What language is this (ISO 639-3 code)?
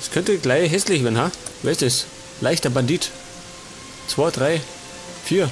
bar